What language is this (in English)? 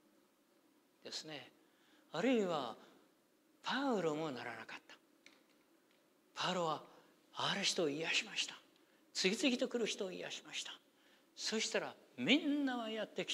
Japanese